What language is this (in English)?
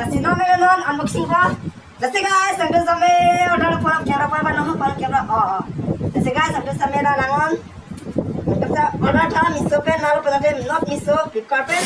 Karbi